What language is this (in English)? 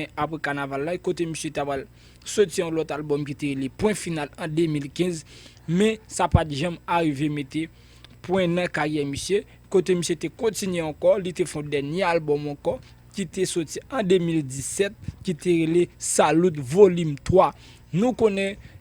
Haitian Creole